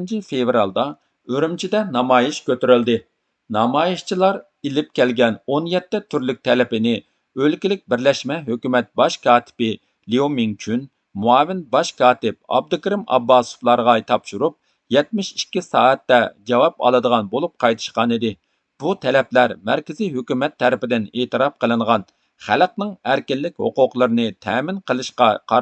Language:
Uyghur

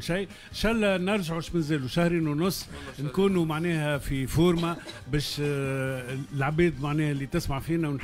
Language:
Tunisian Arabic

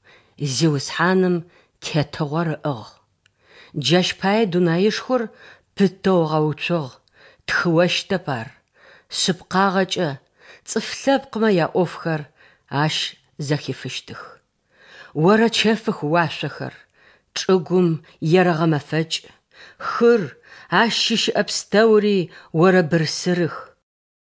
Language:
Adyghe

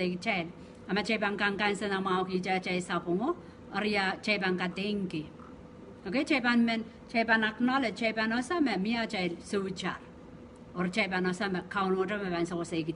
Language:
Pohnpeian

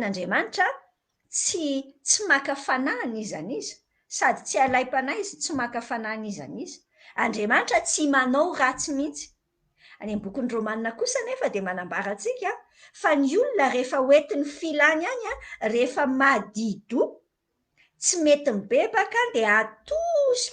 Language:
Malagasy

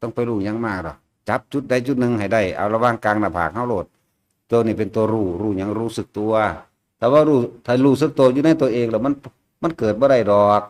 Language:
Northeastern Thai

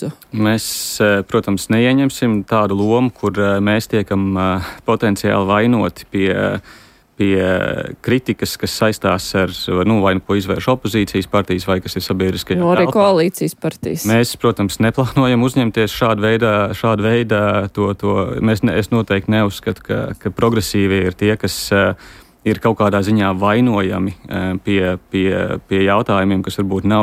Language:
Latvian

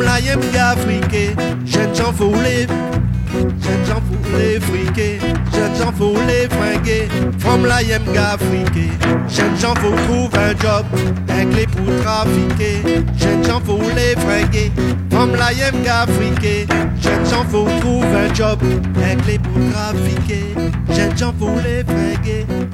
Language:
Réunion Creole French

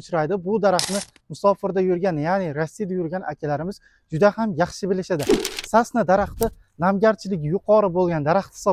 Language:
Uzbek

